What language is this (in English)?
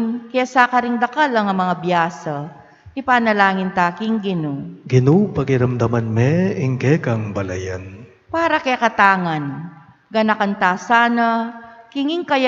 Pampanga